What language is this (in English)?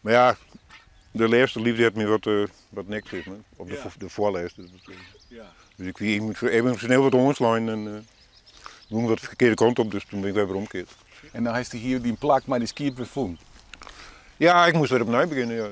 Western Frisian